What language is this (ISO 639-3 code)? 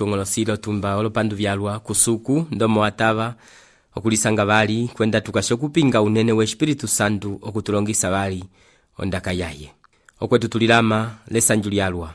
umb